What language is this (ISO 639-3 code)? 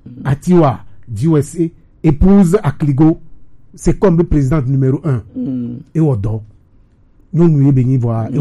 gej